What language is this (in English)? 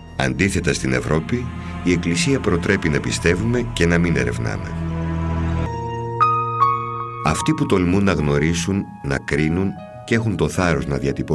Greek